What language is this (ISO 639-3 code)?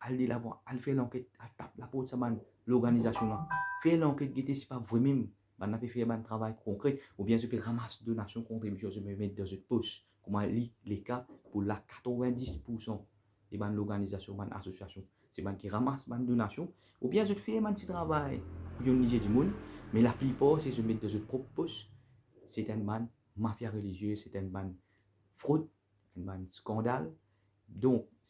mfe